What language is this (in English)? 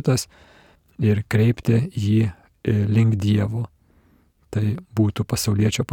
Lithuanian